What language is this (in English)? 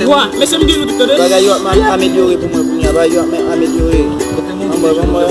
Haitian Creole